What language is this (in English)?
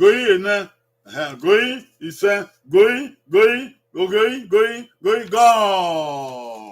Bini